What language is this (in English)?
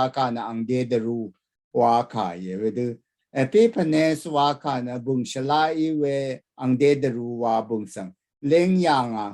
Rawang